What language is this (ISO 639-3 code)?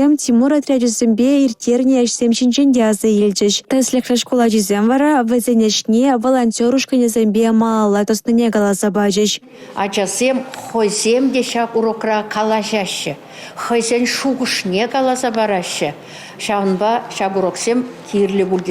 chv